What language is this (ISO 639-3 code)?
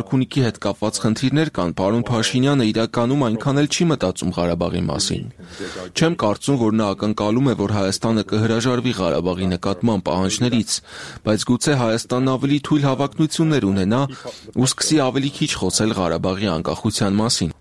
hye